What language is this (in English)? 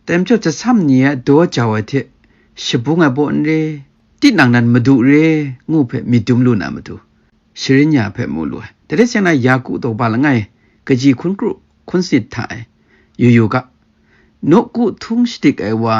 Kachin